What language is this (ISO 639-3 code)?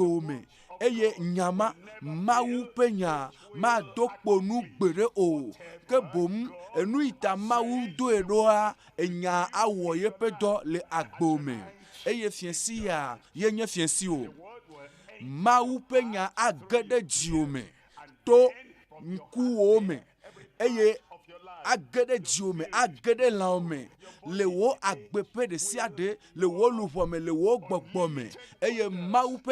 ewe